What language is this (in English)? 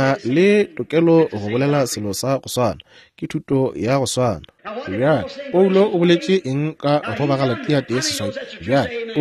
Northern Sotho